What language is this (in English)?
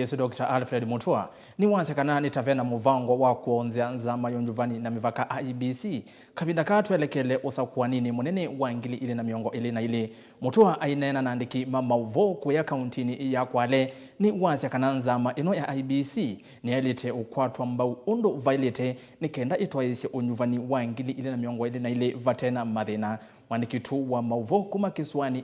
Kamba